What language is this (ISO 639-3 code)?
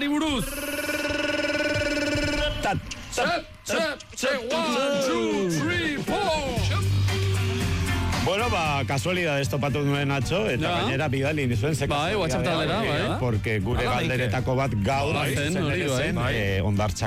eus